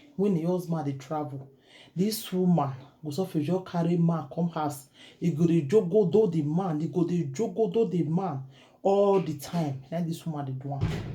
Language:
Nigerian Pidgin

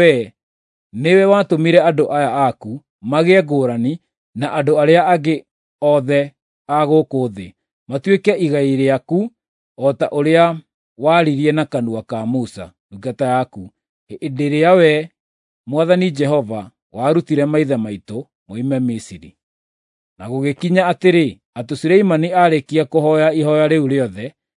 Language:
Kikuyu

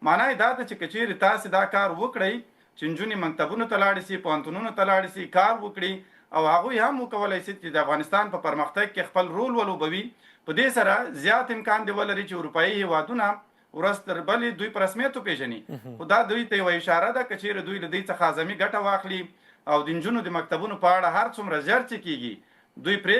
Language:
Pashto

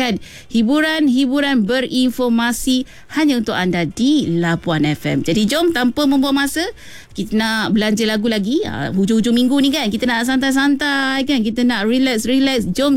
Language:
Malay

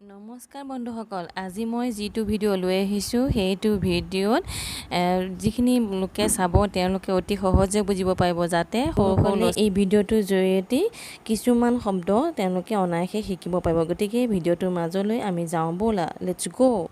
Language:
Assamese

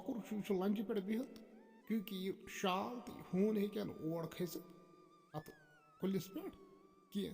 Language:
Kashmiri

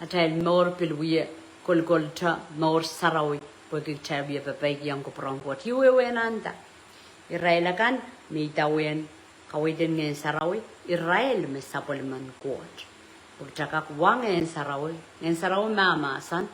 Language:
Pohnpeian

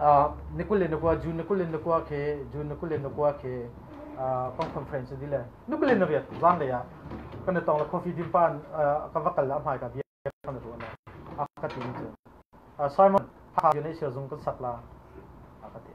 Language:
Hakha Chin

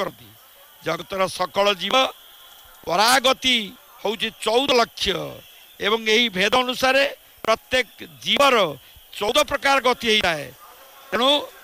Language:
Odia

